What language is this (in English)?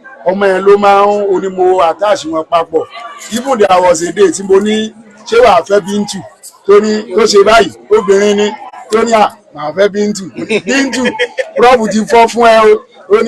Yoruba